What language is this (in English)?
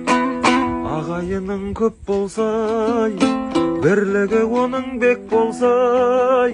Kazakh